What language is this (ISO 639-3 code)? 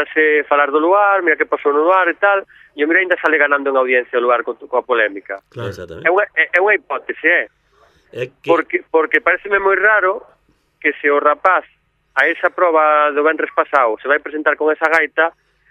glg